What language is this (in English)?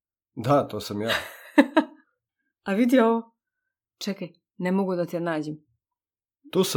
Serbian